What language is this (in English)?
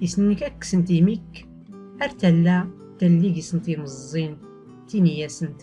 Tachelhit